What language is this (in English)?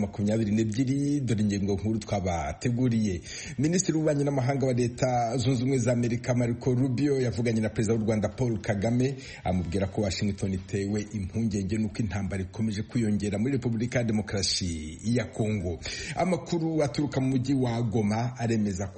Kinyarwanda